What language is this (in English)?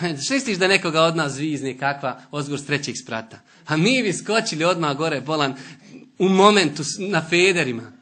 Bosnian